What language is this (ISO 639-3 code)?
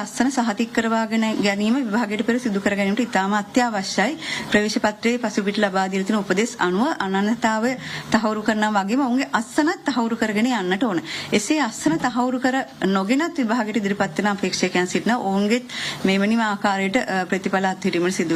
sin